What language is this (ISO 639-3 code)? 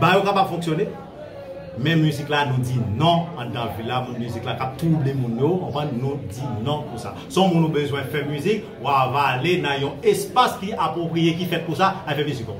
hat